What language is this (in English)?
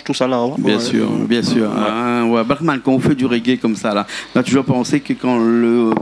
Réunion Creole French